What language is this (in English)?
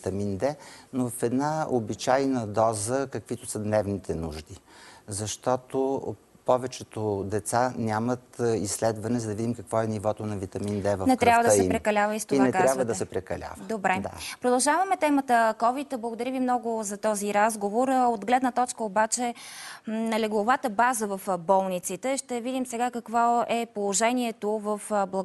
Bulgarian